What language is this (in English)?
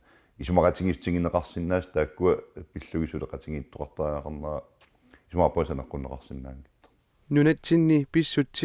Kalaallisut